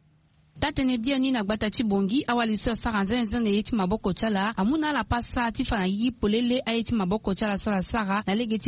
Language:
Sango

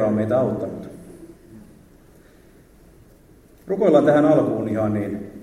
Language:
Finnish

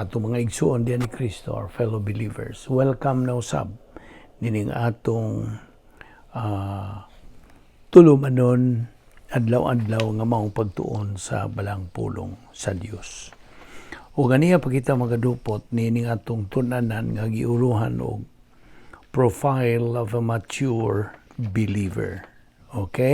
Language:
Cebuano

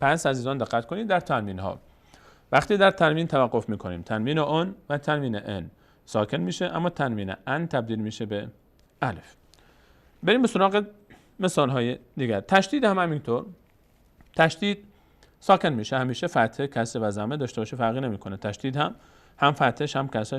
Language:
Persian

